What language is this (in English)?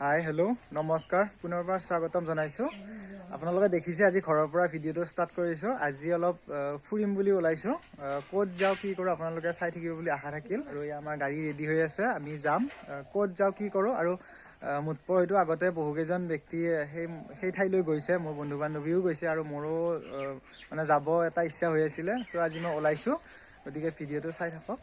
Assamese